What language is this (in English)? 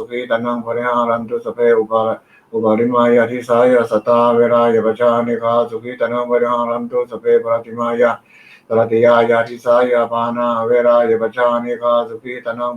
Pali